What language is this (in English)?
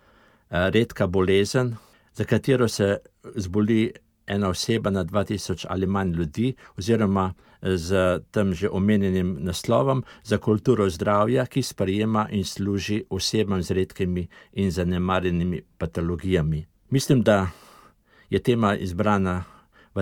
Slovenian